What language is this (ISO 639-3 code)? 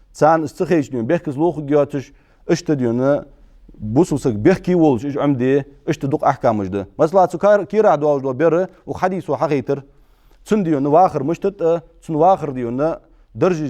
inh